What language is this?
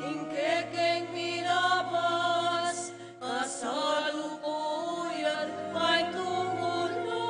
Pampanga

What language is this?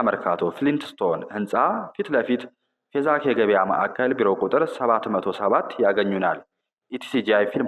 Amharic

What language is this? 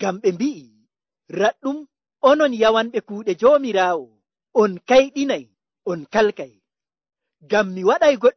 Nigerian Fulfulde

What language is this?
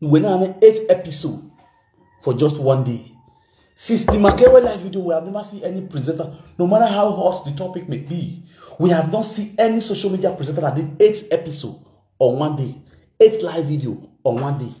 Nigerian Pidgin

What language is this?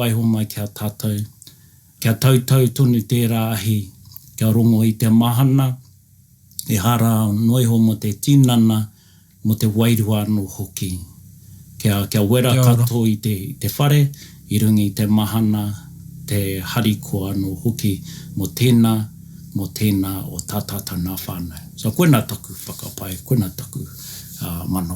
Māori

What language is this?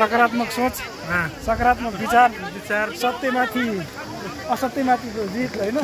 Nepali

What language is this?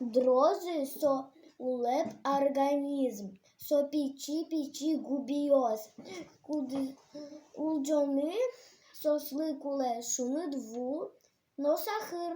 Udmurt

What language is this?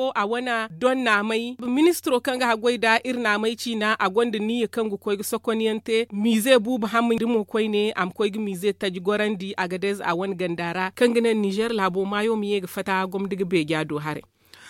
Zarma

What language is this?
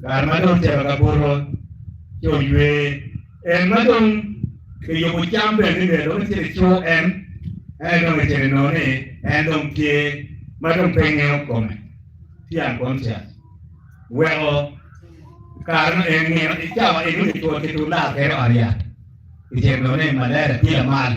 Acoli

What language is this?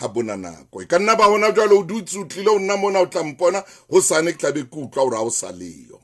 Southern Sotho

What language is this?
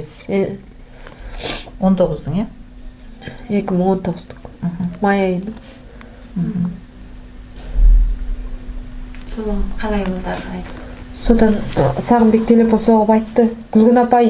Kazakh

